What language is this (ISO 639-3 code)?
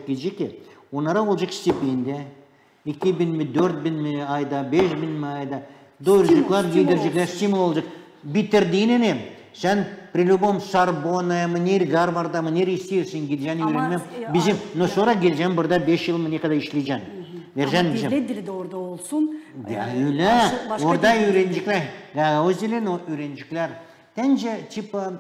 gag